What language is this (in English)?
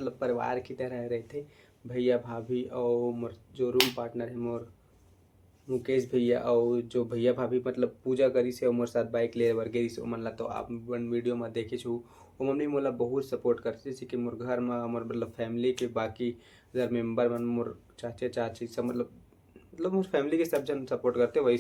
Chhattisgarhi